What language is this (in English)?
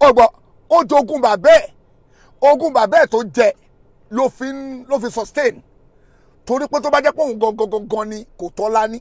Yoruba